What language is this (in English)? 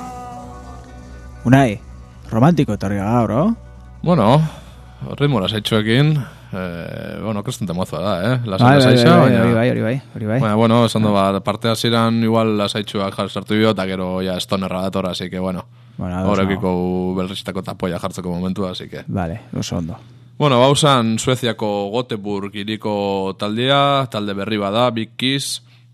Basque